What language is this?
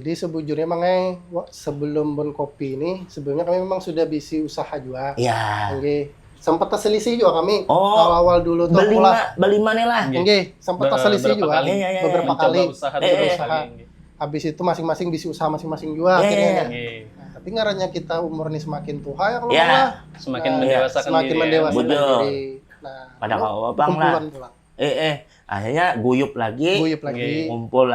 Banjar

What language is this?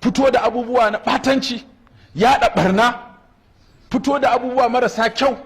Hausa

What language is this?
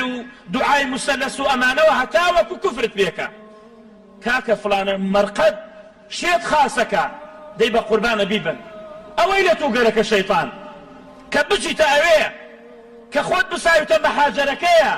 Central Kurdish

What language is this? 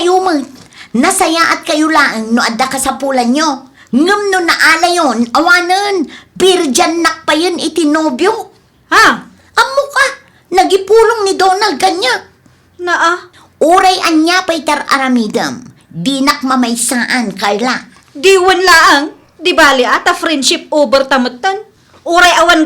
Iloko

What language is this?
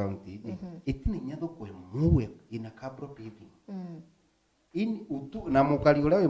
Meru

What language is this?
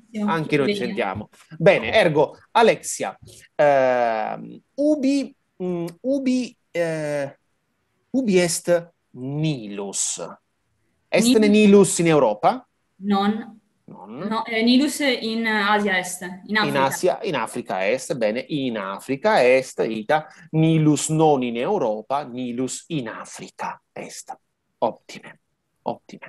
Latin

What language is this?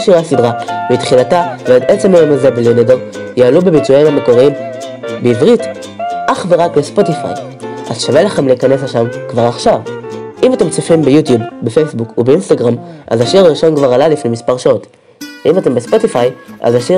Hebrew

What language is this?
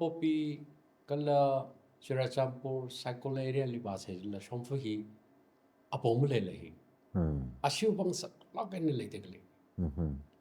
Tangkhul Naga (India)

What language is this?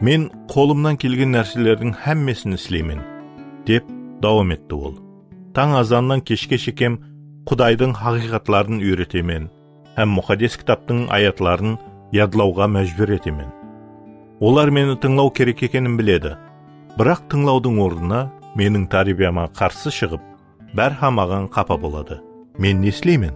Kara-Kalpak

